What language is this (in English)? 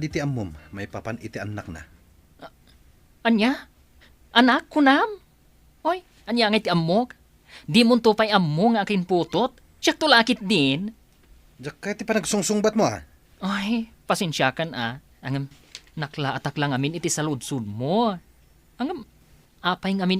Iloko